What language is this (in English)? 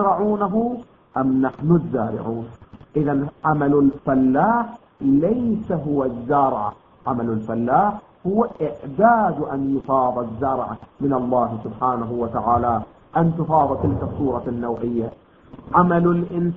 Arabic